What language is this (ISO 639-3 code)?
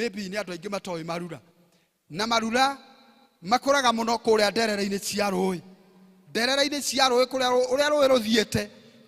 kik